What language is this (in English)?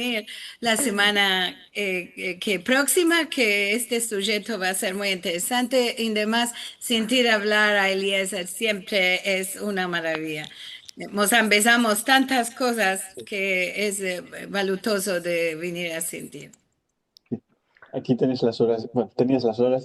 Ladino